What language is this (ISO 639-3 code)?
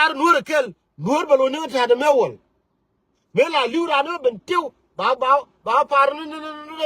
nus